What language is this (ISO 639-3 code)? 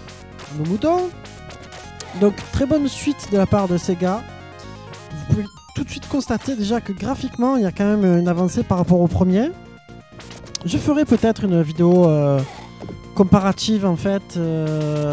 fra